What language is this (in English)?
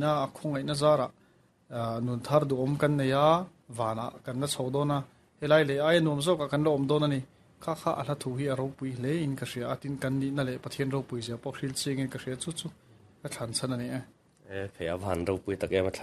Mizo